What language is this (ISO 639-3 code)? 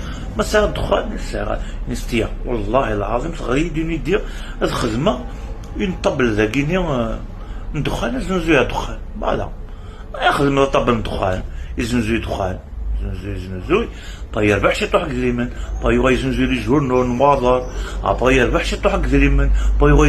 kab